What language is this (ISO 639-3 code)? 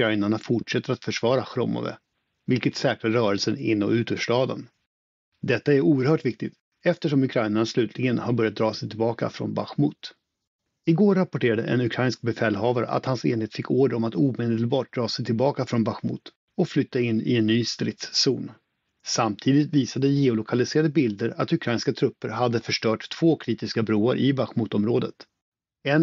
swe